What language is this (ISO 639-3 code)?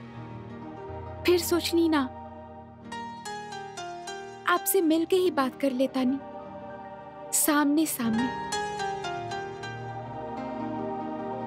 bho